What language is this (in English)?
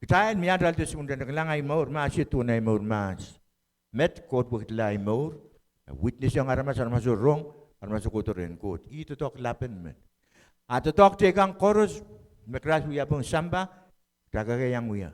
Pohnpeian